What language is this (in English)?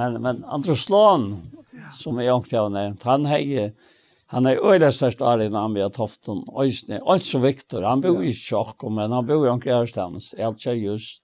Faroese